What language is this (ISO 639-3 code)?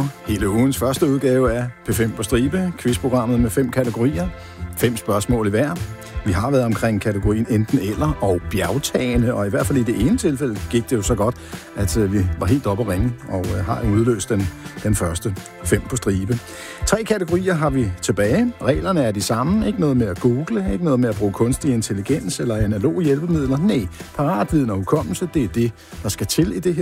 dan